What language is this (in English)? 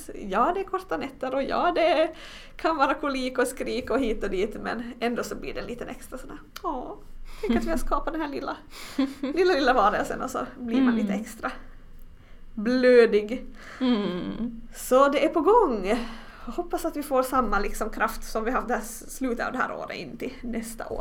Swedish